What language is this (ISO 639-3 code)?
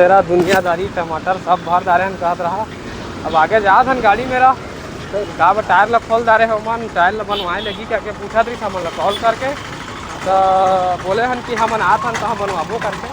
hne